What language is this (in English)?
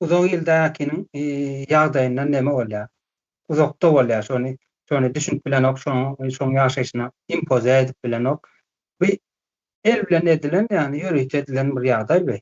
Turkmen